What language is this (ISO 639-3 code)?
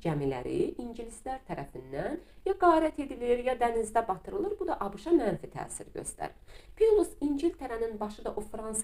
aze